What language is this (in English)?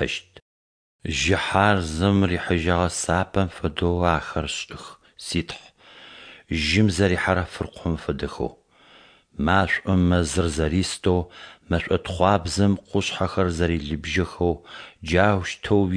Adyghe